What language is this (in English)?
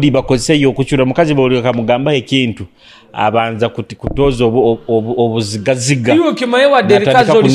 Nyoro